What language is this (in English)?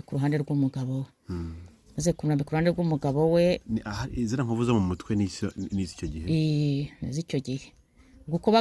Kinyarwanda